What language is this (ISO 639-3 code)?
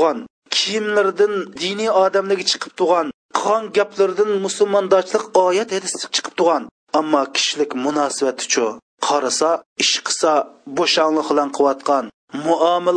uig